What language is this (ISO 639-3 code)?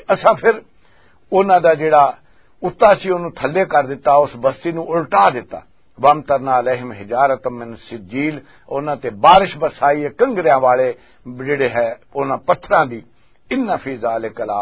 lah